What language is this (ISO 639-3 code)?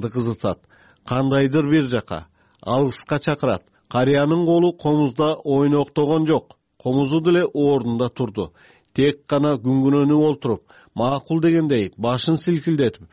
kir